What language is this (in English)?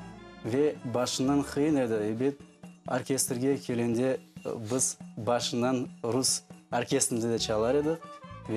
Crimean Tatar